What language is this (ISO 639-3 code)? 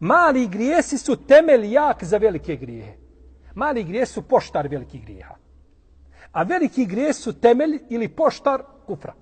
bos